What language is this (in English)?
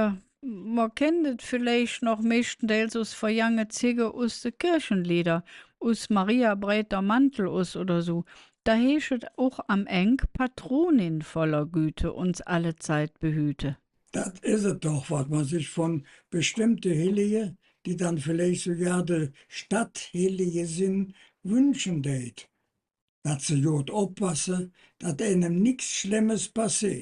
Colognian